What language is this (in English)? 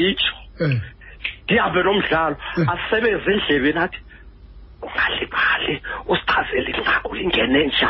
Xhosa